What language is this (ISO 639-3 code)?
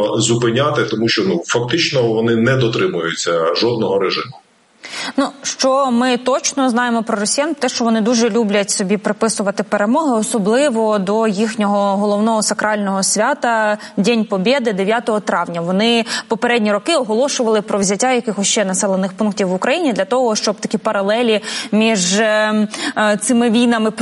ukr